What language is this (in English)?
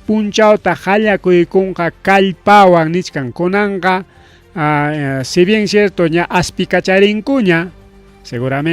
Ayacucho Quechua